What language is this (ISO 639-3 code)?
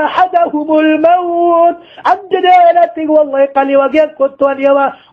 mrw